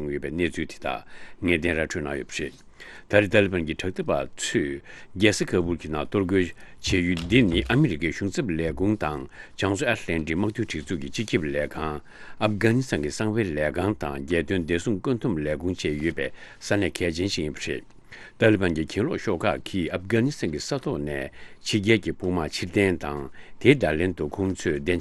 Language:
Tibetan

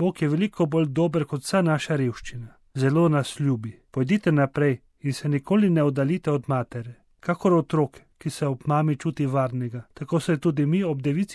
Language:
Slovenian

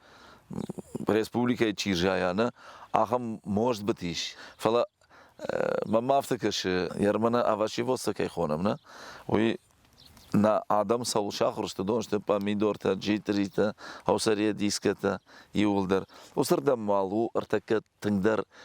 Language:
Ossetic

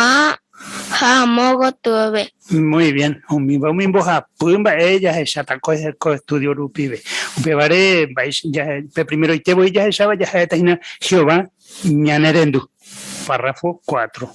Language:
Guarani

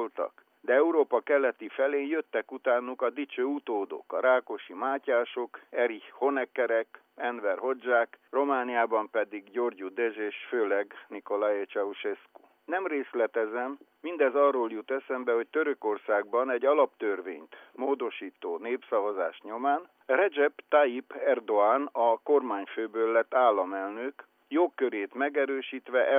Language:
Hungarian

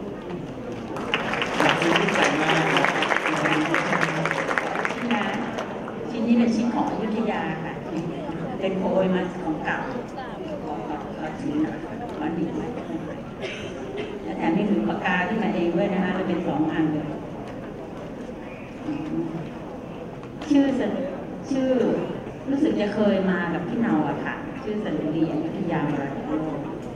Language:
Thai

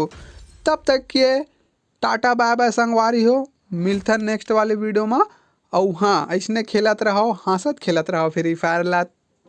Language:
Chhattisgarhi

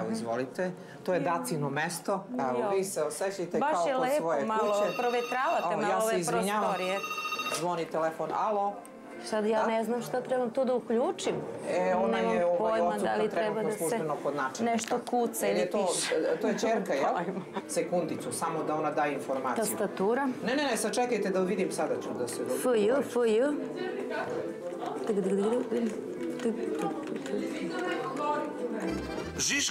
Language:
Serbian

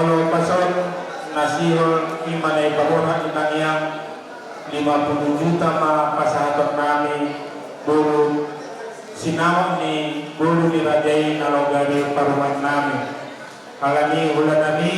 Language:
Batak Toba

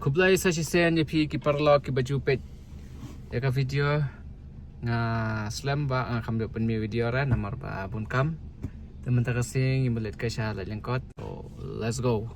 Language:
Khasi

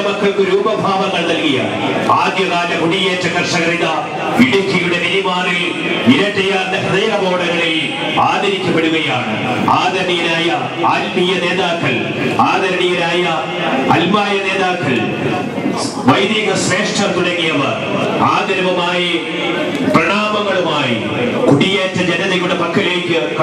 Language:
Malayalam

